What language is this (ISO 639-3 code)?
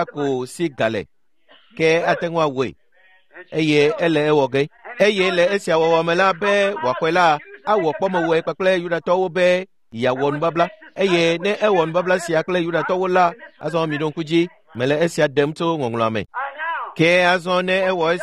ewe